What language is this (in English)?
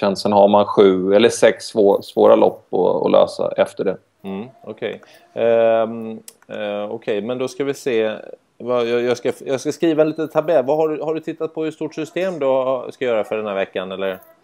Swedish